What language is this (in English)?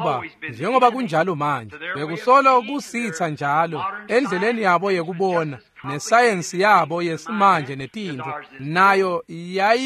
Swati